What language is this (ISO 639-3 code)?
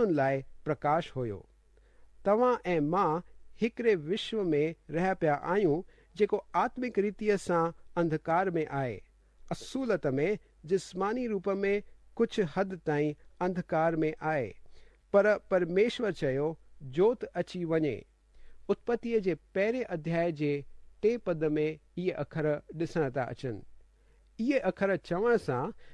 snd